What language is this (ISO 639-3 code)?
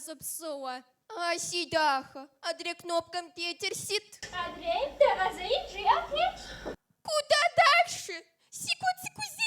kbd